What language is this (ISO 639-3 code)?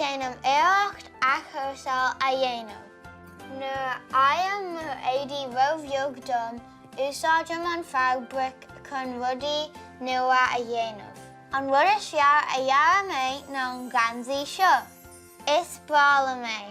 gle